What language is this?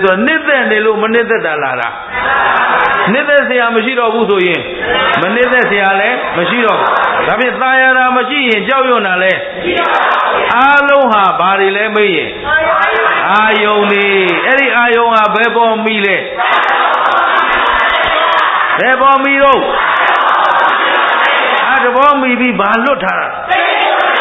Burmese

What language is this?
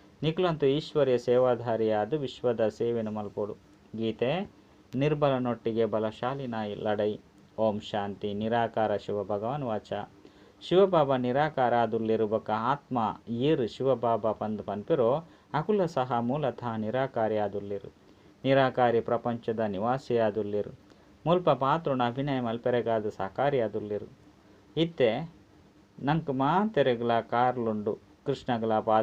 Tulu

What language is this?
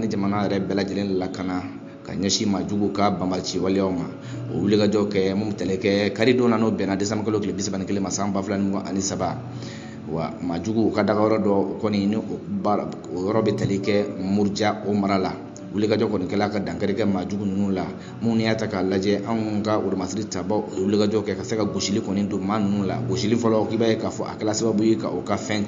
Bambara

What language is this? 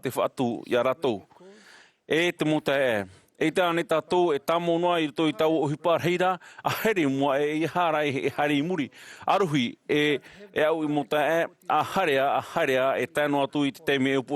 Tahitian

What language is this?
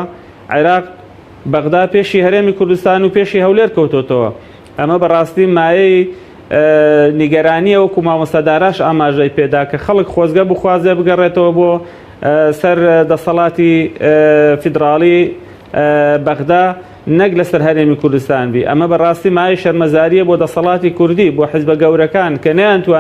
Central Kurdish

